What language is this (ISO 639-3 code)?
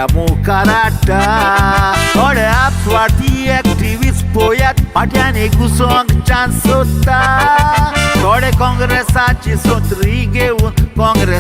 kok